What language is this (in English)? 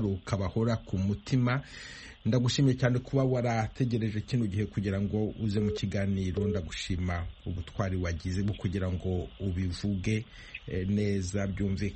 Kinyarwanda